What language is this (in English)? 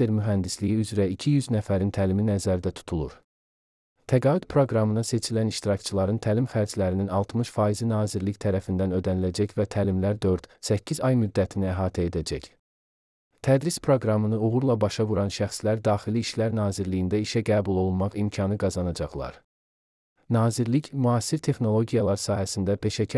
Azerbaijani